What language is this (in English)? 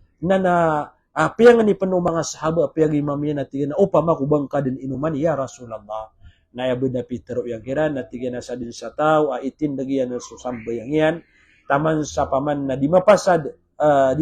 Maranao